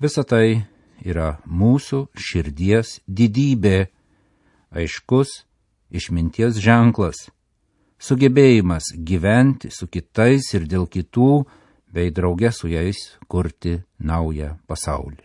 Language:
Lithuanian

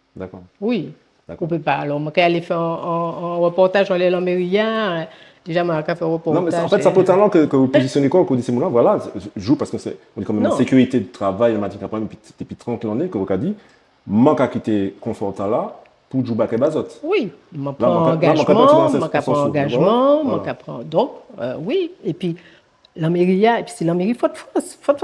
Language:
Guadeloupean Creole French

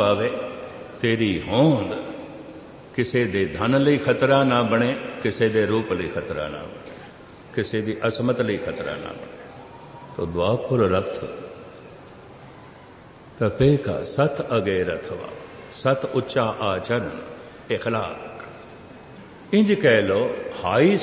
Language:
Punjabi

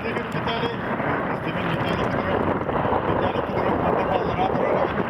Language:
Yakut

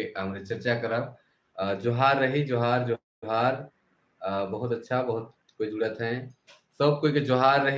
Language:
Sadri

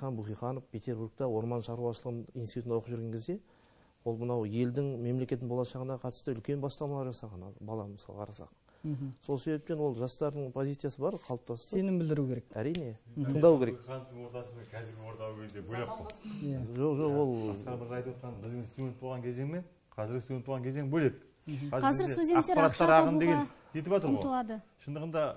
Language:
Kazakh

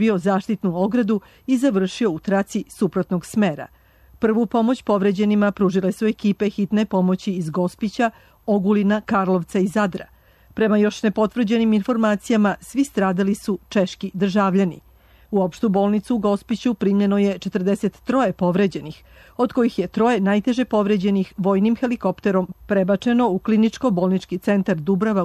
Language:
Serbian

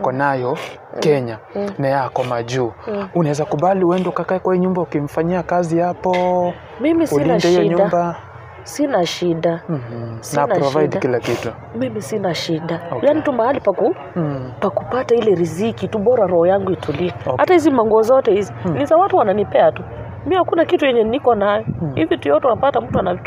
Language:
Swahili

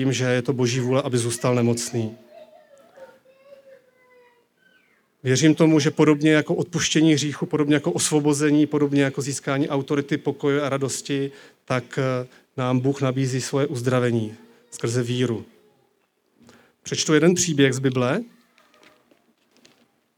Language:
Czech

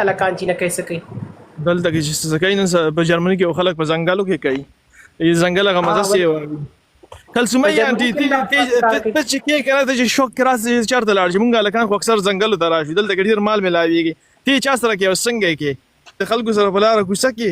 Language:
Pashto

